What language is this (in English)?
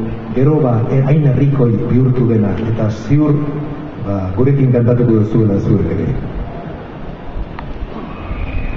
Basque